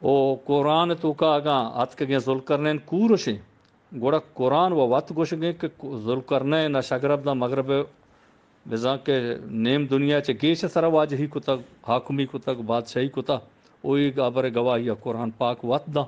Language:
Eastern Balochi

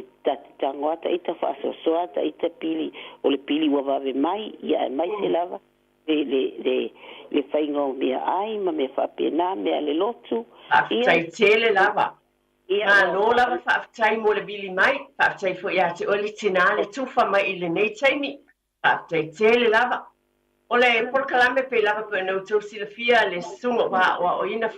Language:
Samoan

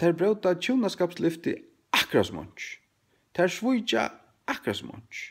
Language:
Faroese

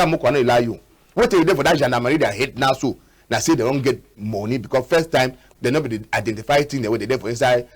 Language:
Cameroon Pidgin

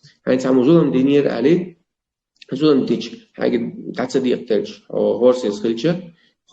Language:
Chechen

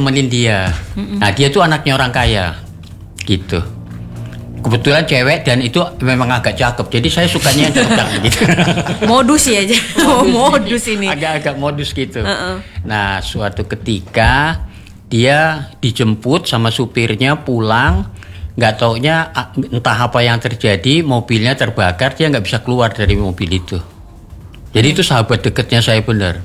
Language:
Indonesian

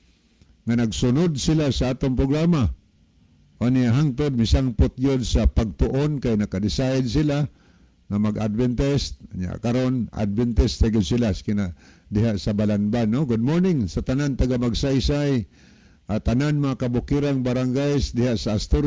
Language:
Cebuano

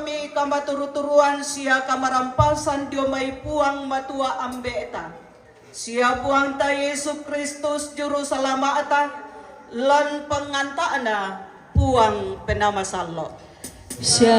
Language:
Toraja-Sa'dan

